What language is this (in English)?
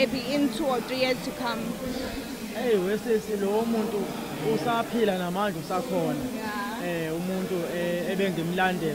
Zulu